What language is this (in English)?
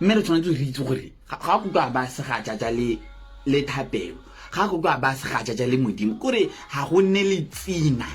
Tswana